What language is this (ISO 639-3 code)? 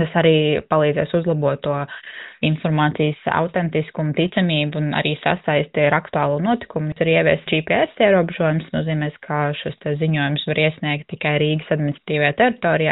lav